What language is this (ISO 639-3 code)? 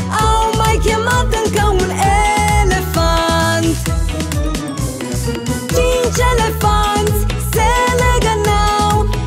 ron